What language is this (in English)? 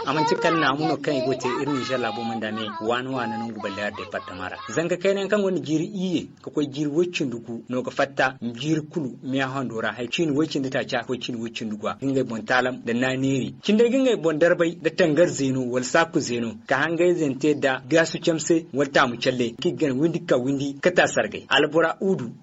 Zarma